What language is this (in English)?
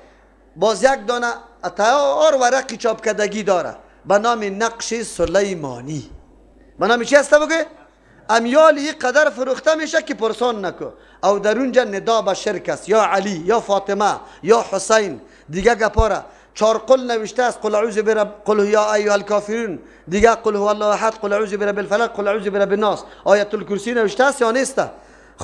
Persian